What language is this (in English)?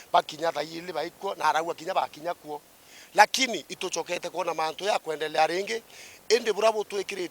Meru